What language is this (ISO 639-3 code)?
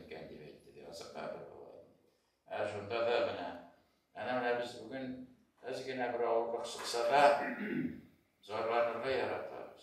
tat